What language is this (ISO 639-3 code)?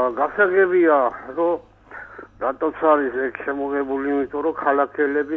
kat